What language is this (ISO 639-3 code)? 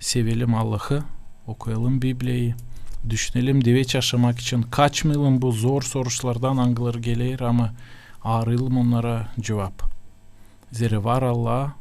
gag